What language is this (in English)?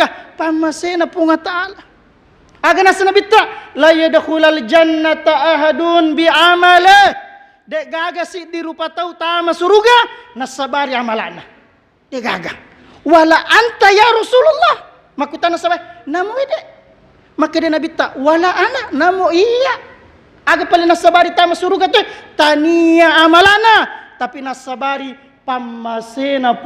Buginese